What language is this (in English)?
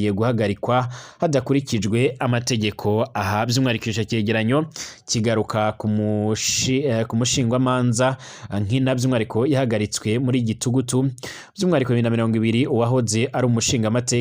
Rundi